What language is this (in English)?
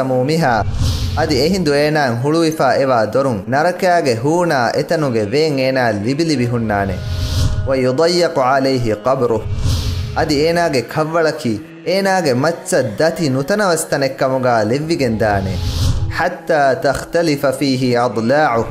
Divehi